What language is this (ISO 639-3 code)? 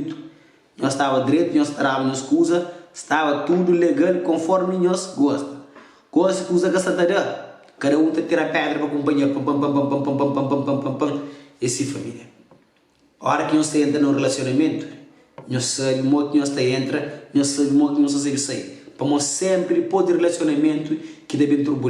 kea